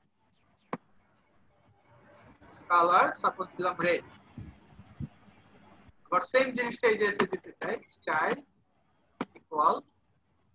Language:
Bangla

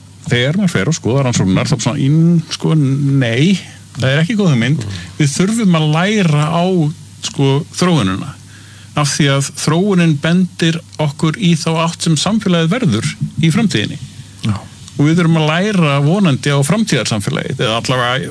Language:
Icelandic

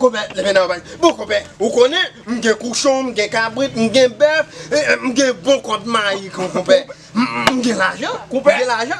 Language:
Haitian Creole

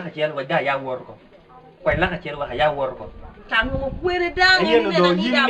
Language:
Lango (Uganda)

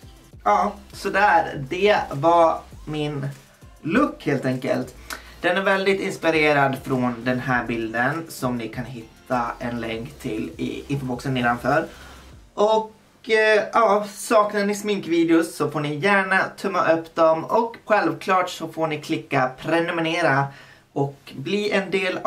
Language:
Swedish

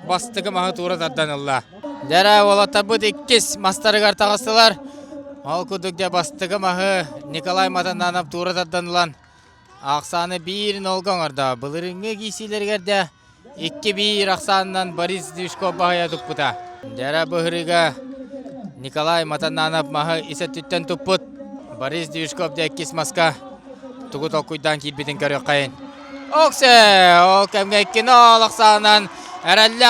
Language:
Yakut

